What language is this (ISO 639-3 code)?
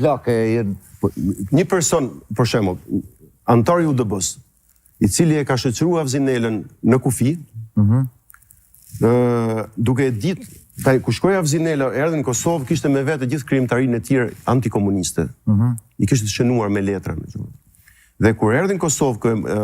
sqi